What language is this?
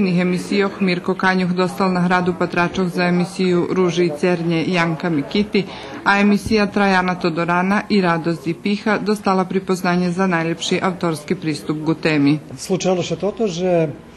Rusyn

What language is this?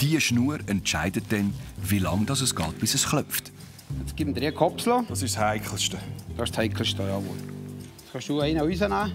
Swiss German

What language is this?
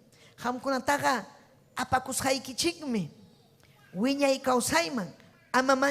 Ayacucho Quechua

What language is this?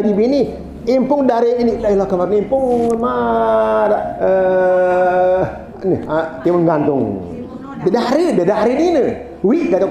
Sasak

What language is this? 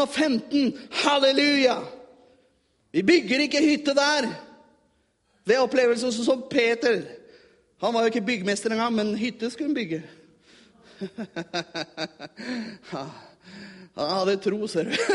Norwegian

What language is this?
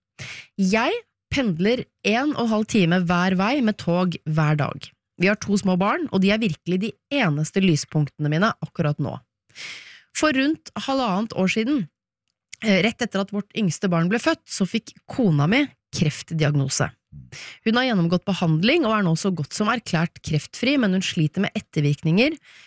Norwegian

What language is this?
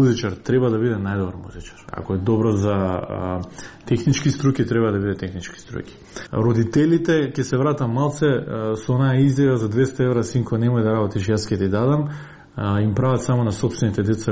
Macedonian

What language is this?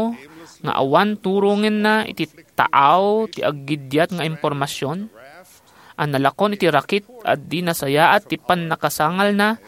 Iloko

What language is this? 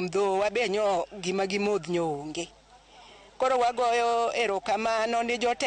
Luo (Kenya and Tanzania)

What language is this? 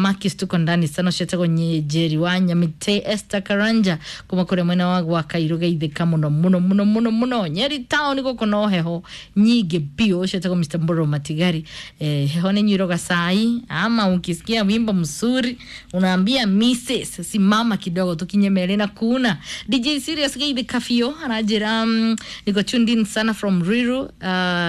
Kikuyu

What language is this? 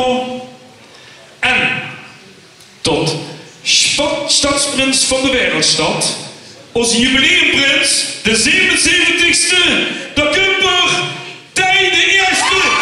Limburgish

